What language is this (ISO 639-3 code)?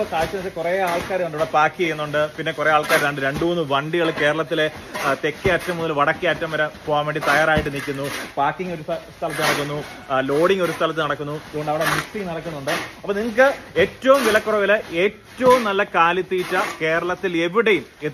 mal